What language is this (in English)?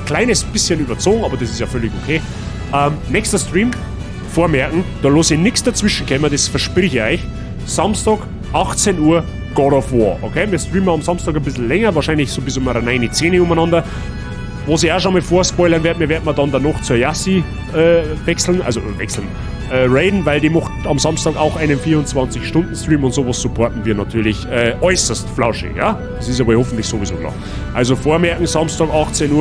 Bavarian